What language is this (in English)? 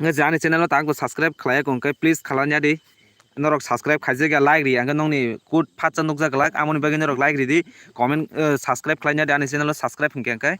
Kok Borok